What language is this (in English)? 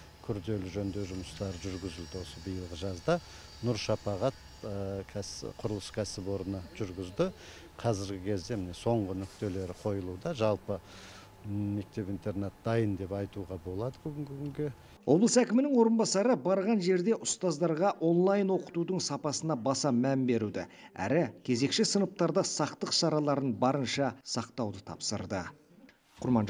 Kazakh